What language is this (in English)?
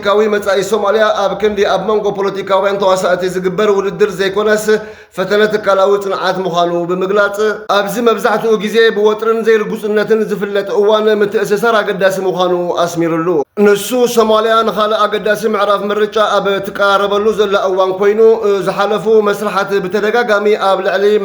Tigrinya